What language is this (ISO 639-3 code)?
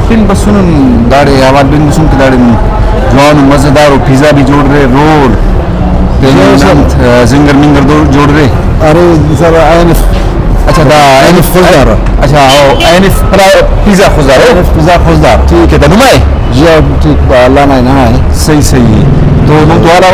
brh